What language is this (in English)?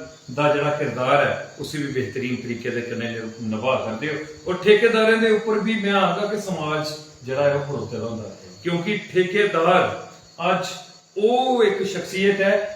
Dogri